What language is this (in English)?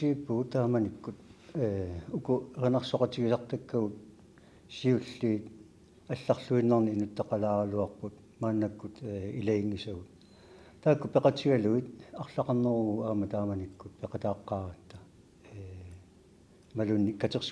Kalaallisut